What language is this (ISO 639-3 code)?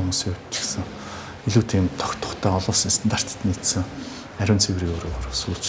mon